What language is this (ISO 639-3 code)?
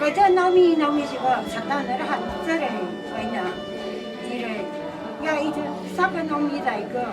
nmf